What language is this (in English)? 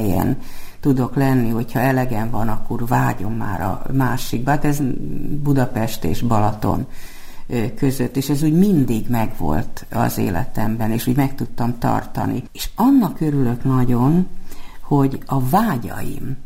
Hungarian